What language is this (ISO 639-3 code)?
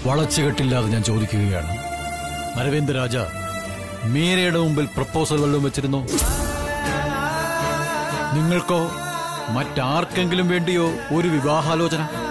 mal